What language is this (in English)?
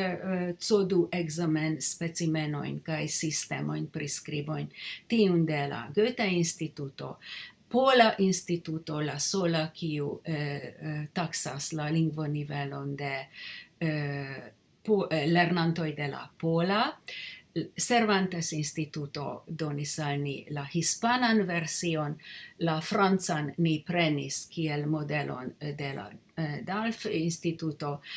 Esperanto